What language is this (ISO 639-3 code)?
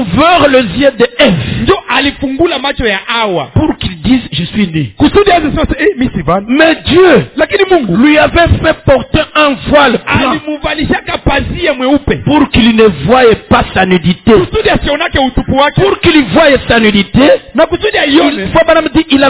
swa